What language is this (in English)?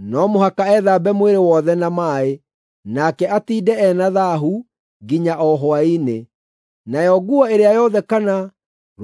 Kikuyu